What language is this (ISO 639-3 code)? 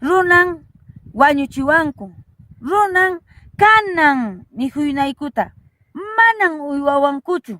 que